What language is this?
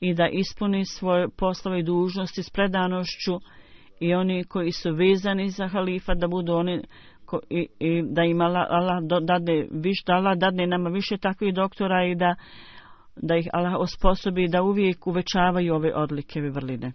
Bosnian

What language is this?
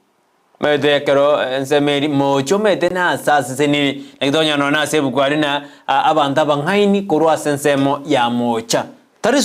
Gusii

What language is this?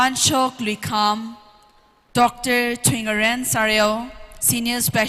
Tangkhul Naga (India)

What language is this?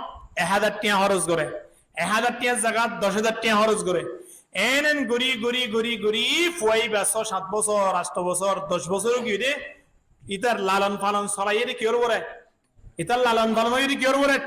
Rohingya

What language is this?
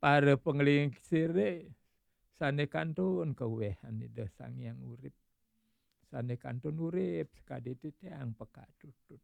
Balinese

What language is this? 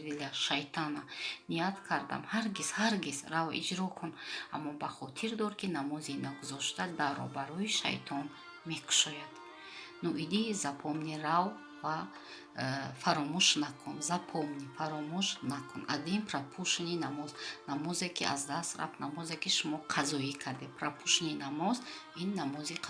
Tajik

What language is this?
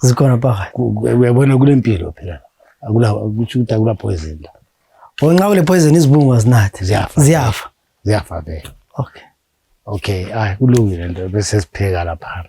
North Ndebele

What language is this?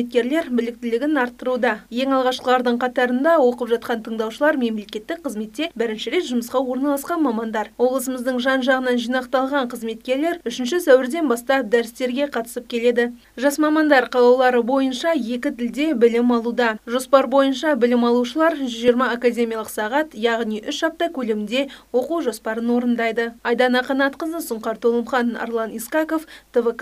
Kazakh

